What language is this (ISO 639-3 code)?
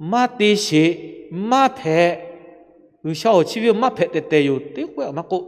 lhu